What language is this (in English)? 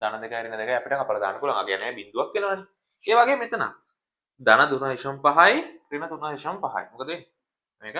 Sinhala